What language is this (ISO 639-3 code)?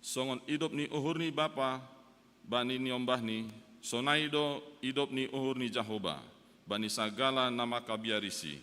bts